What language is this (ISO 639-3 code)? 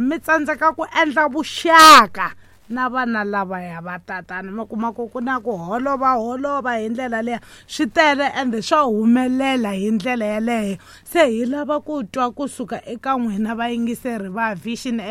tso